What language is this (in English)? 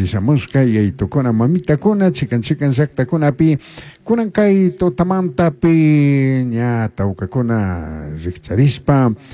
Chimborazo Highland Quichua